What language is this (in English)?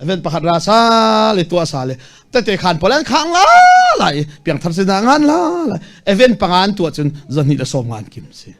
Falam Chin